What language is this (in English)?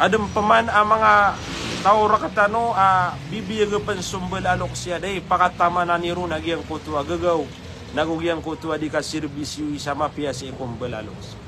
Maranao